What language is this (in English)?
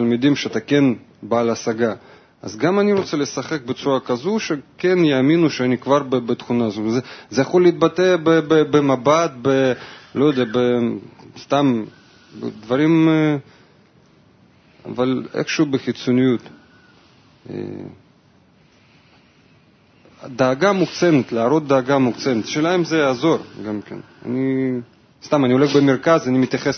Hebrew